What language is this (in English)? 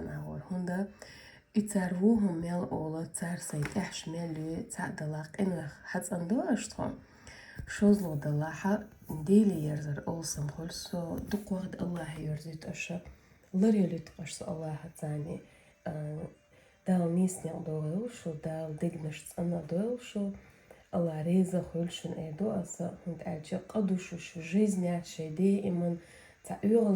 Chechen